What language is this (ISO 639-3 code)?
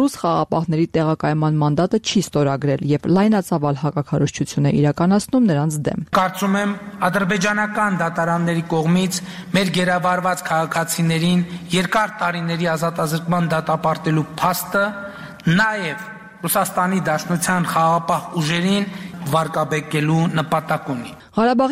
hye